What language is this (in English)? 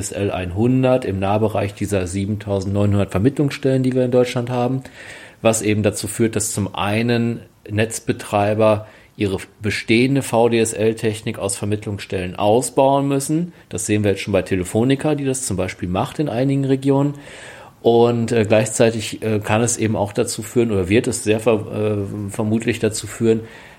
German